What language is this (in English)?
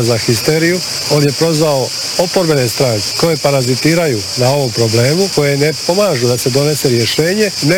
Croatian